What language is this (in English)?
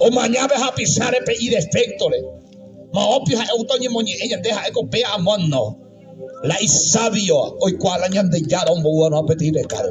Guarani